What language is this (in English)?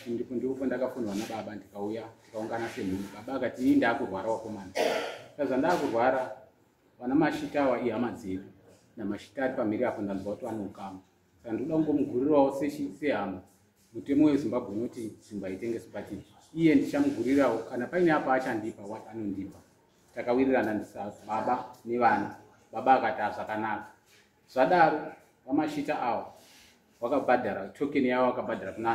Shona